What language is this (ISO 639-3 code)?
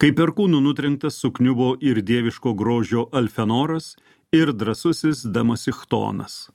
lit